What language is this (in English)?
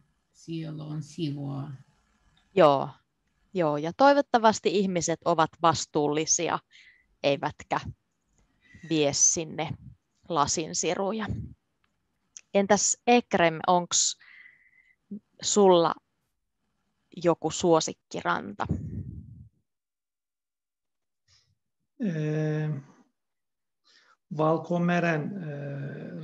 Finnish